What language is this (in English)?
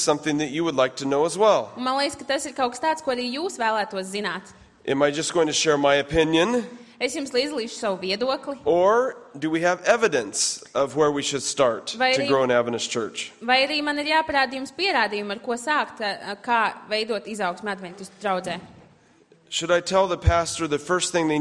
Latvian